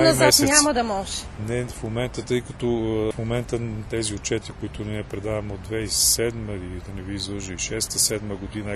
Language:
Bulgarian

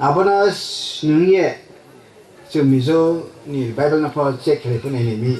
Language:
Riang (India)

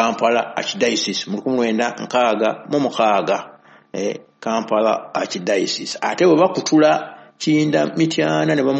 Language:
Ganda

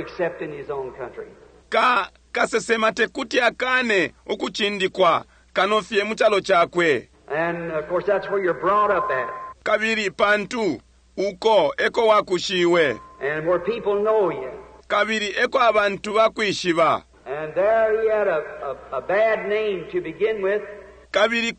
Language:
Bemba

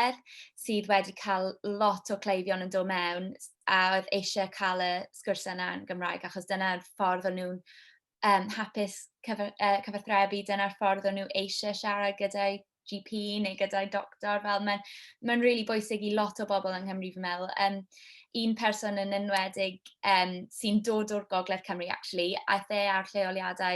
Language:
Welsh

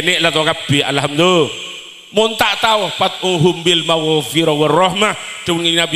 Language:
Madurese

